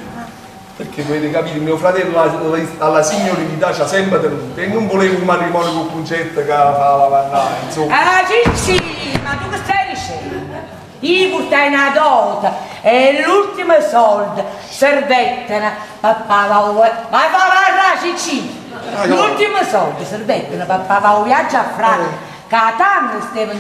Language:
Neapolitan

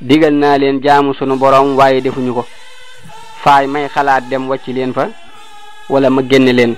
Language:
Wolof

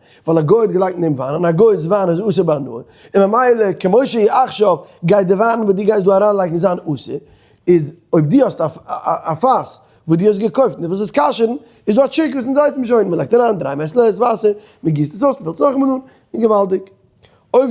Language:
Yiddish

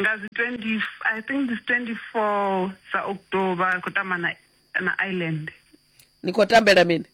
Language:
Venda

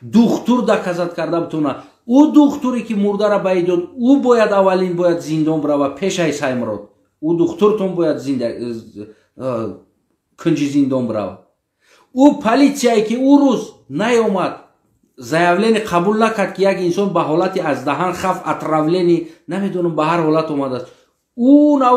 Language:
Tajik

